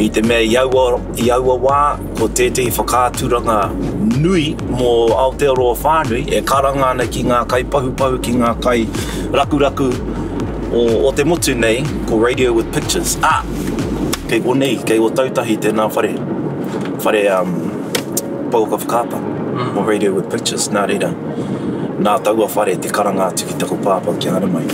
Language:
Māori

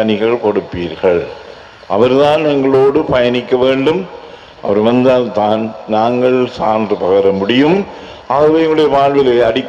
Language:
Tamil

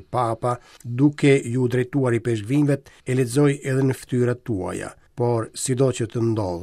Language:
Albanian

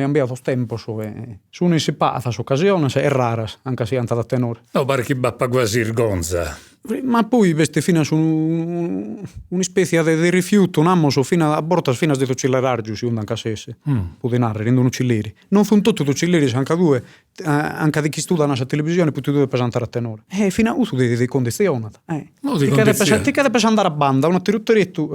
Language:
Sardinian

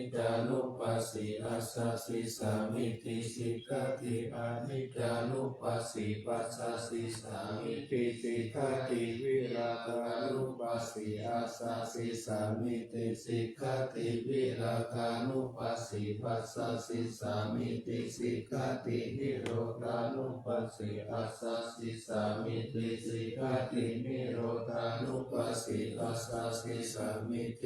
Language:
Pali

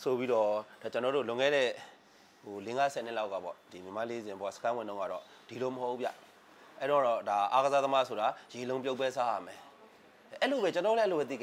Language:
Burmese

